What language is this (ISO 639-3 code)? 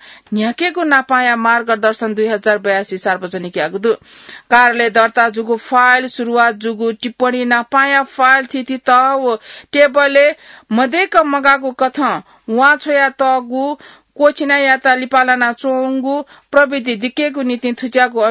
new